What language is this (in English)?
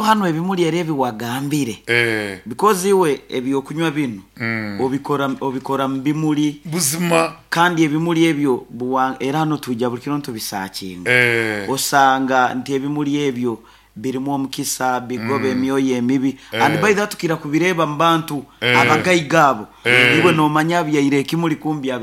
Nyankole